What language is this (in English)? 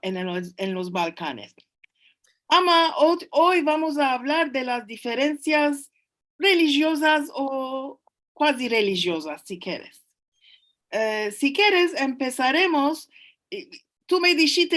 Ladino